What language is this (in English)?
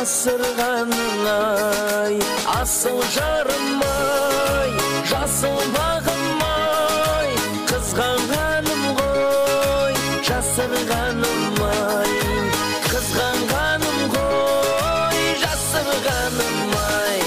Kara-Kalpak